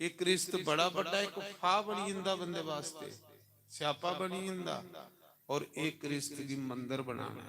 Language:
Dogri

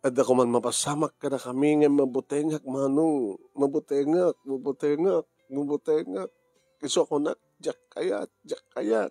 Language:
Iloko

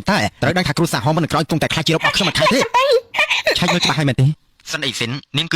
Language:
Khmer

